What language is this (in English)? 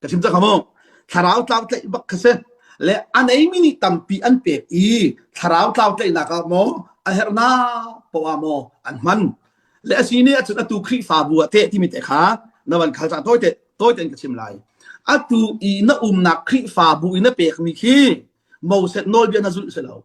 Hakha Chin